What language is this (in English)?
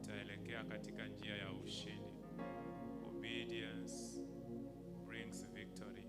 Gusii